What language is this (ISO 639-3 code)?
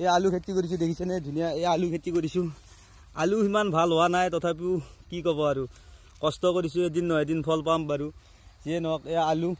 asm